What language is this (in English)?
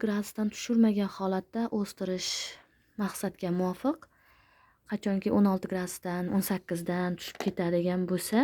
Uzbek